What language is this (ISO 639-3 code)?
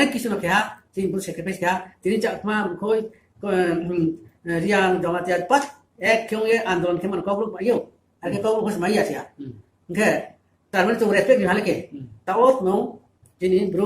ria